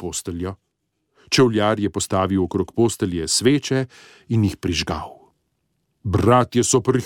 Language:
Slovenian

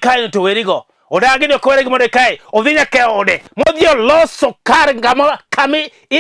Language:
Luo (Kenya and Tanzania)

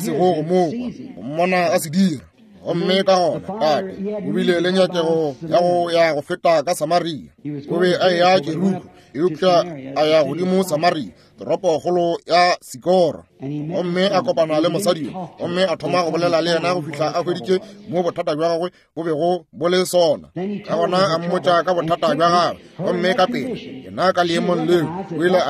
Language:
Northern Sotho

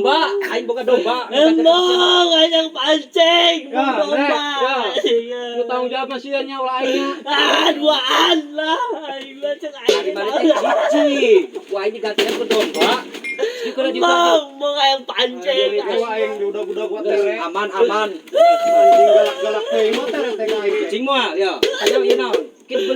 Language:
Sundanese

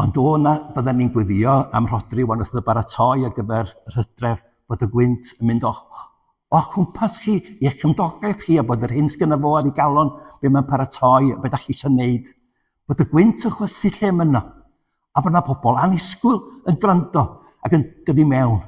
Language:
Welsh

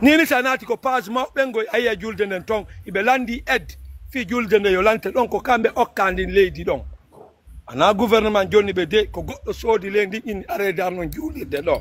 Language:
Fula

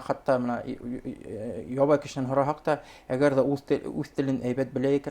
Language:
Bashkir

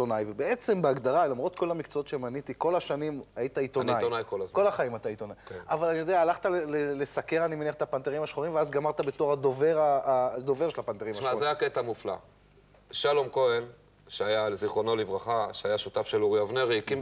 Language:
Hebrew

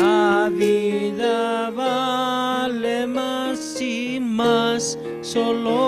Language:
Aymara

